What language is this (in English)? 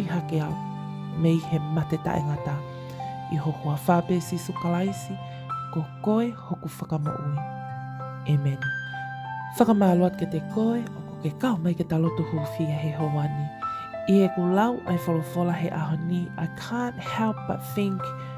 Tongan